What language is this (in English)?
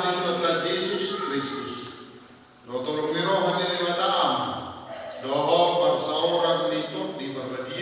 Batak Toba